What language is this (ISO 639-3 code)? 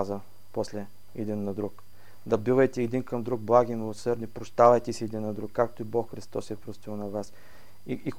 bul